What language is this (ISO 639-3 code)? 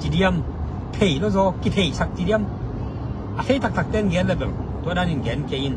ctd